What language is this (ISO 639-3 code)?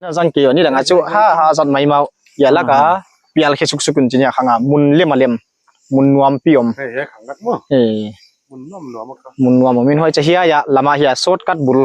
pck